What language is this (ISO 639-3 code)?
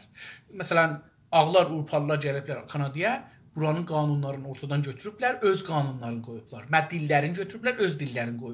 azb